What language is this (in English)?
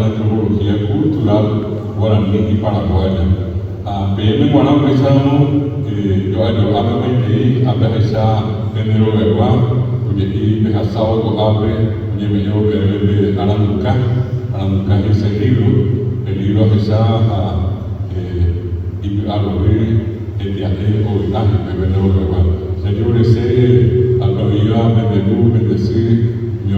Guarani